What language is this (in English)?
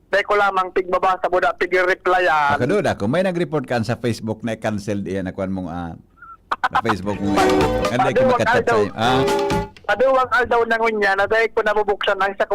Bikol